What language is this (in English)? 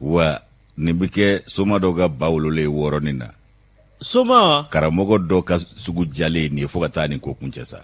Bambara